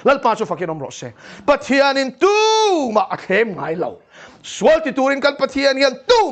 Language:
Mizo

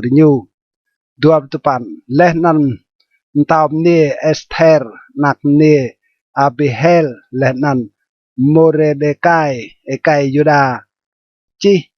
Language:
Rade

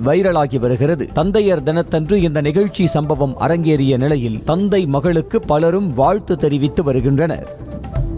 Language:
Tamil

